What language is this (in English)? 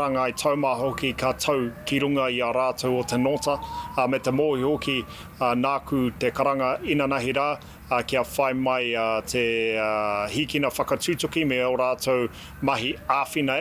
Māori